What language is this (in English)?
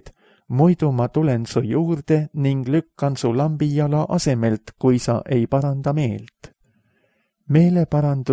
Estonian